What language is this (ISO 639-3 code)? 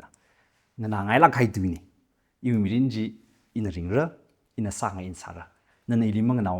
nmf